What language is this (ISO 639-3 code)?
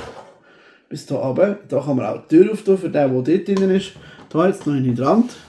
gsw